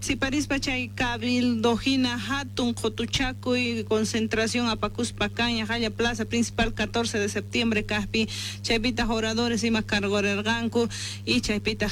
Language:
Quechua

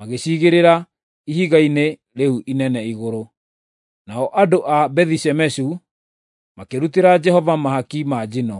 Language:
Kikuyu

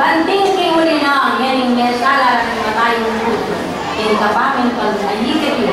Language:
Pampanga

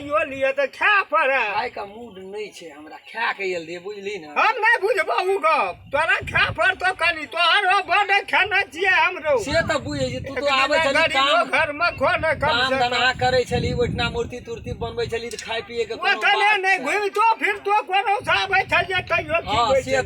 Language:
Maithili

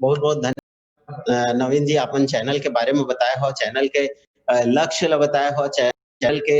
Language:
Chhattisgarhi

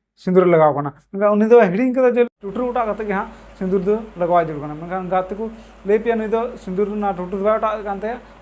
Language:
Santali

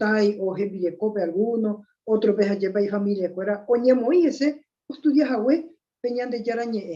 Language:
Guarani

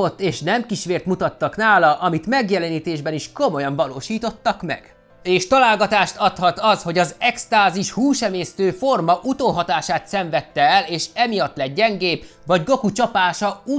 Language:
Hungarian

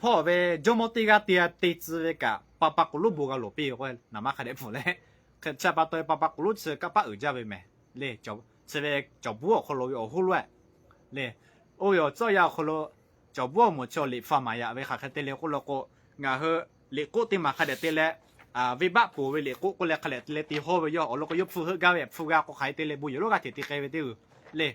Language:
Lahu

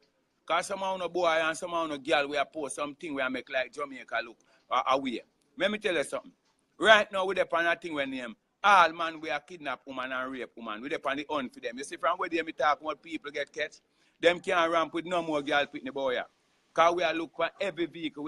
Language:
Jamaican Creole English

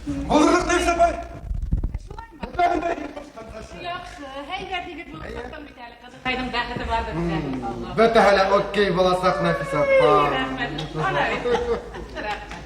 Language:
Bashkir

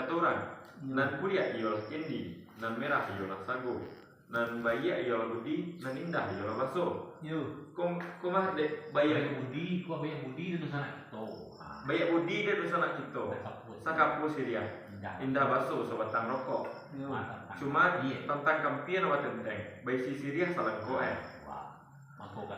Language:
Minangkabau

